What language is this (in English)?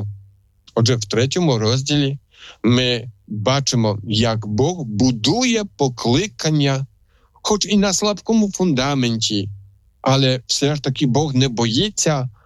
Ukrainian